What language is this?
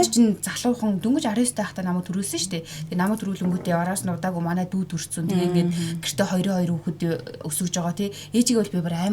Mongolian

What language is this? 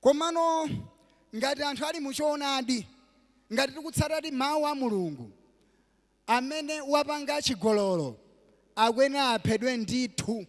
Nyanja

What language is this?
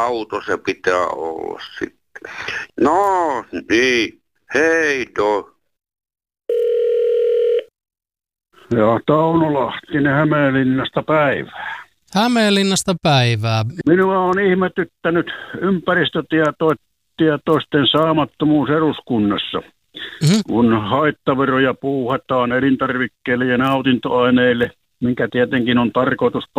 Finnish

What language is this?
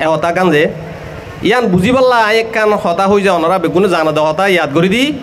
Rohingya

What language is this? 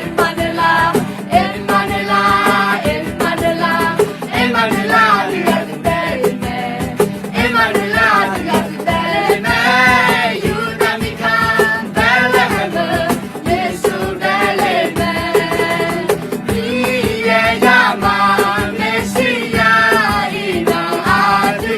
Akha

